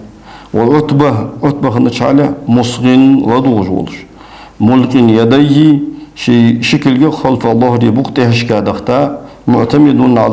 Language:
Ingush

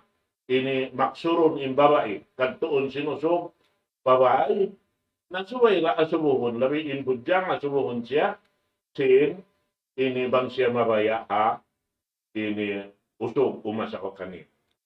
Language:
Tausug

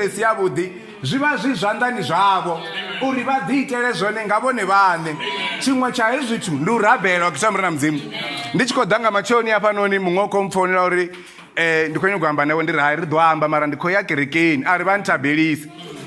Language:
Venda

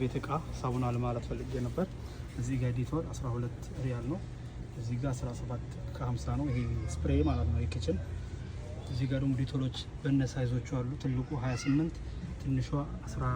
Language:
Amharic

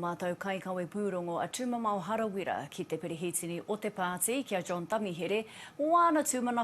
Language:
Māori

